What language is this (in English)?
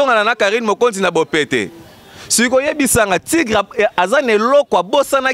Lingala